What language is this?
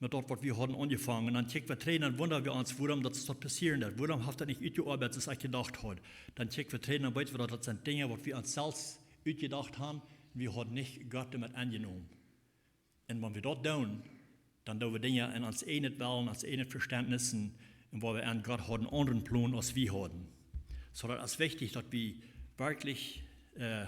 Plautdietsch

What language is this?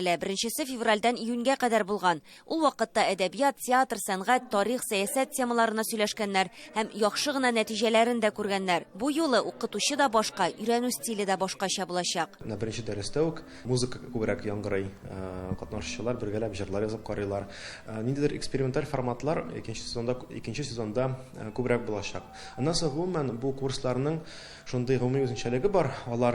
Tatar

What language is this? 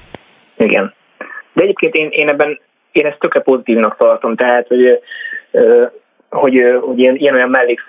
Hungarian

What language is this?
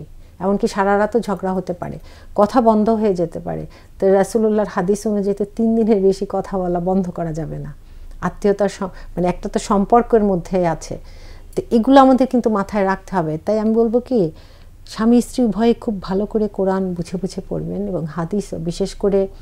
Bangla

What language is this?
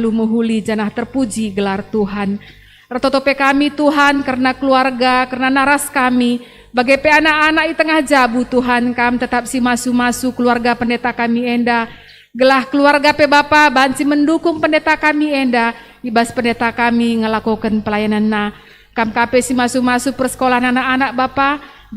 Batak Karo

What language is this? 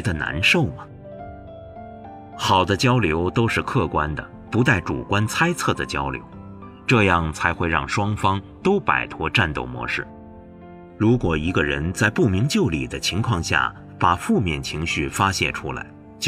Chinese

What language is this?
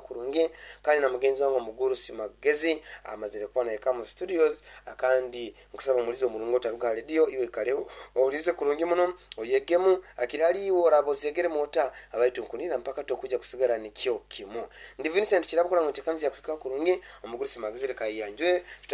Nyankole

